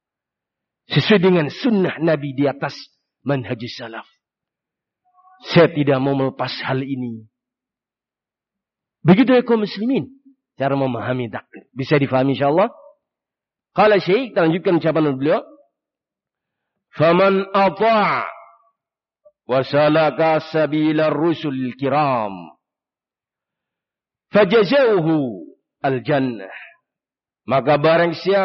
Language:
Indonesian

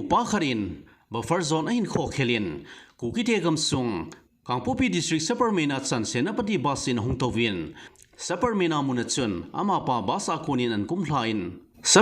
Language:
Thado Chin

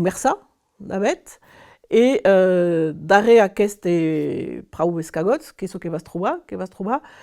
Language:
Occitan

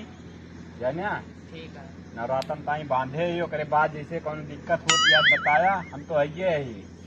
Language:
Awadhi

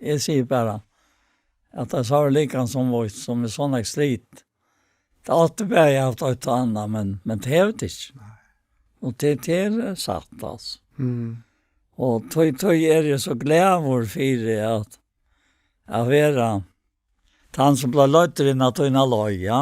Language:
Faroese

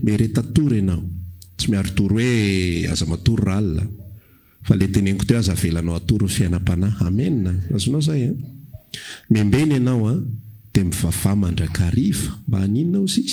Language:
Malagasy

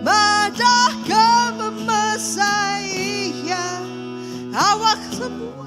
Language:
Iban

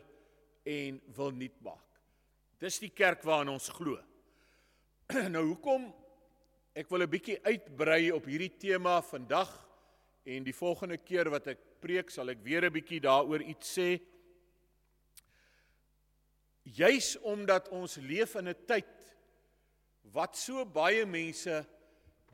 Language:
Afrikaans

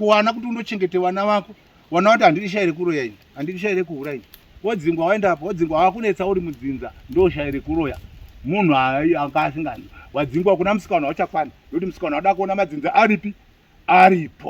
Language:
Shona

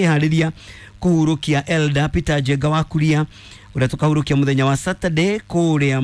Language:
Kikuyu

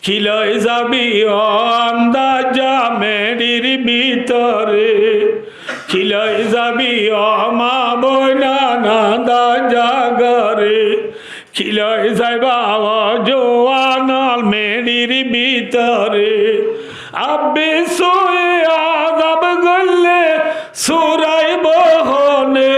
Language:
Rohingya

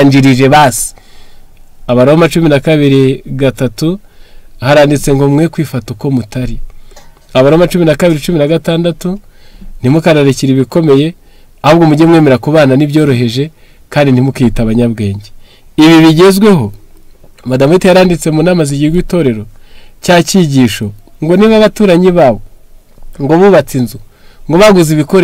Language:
Kinyarwanda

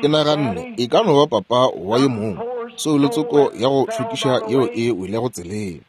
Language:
Northern Sotho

